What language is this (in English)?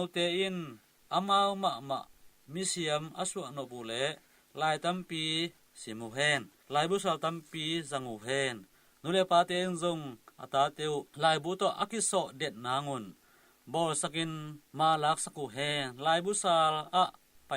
Tedim Chin